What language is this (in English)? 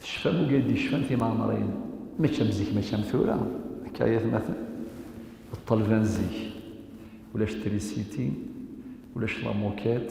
Kabyle